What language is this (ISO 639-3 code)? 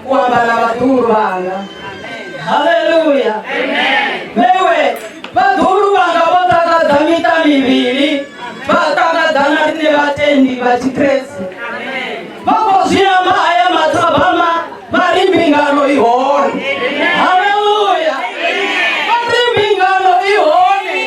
ven